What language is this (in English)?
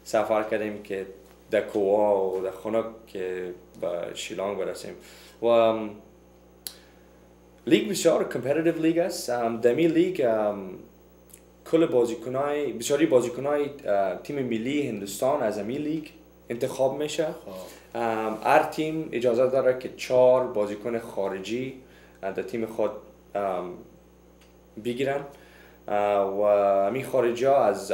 Persian